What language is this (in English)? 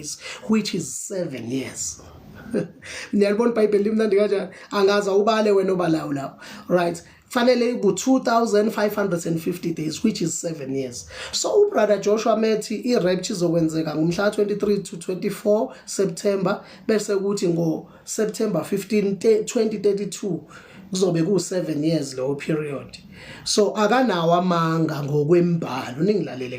Zulu